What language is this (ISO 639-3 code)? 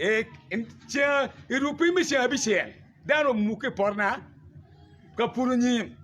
ach